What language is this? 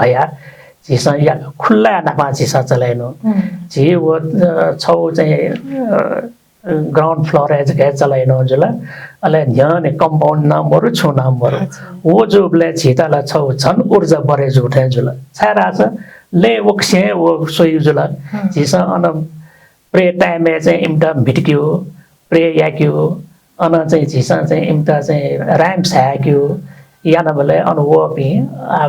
Newari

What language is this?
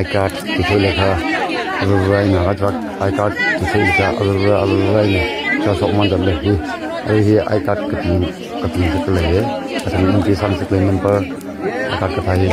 Tangkhul Naga (India)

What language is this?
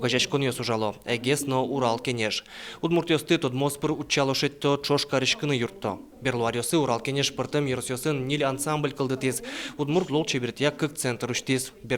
Udmurt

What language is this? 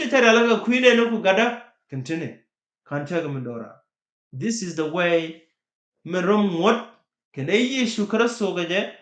Nuer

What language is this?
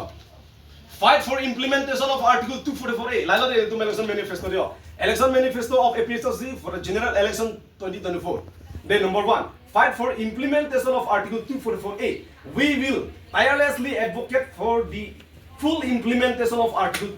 Karbi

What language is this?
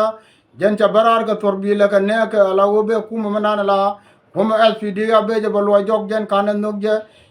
Nuer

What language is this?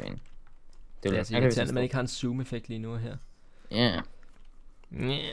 Danish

